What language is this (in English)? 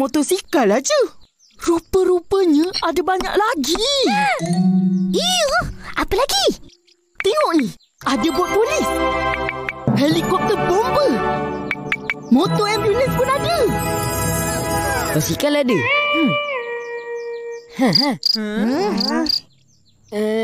Malay